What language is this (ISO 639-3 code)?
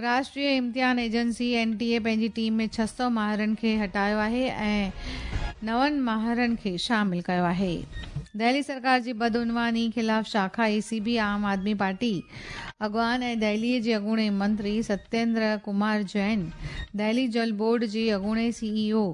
snd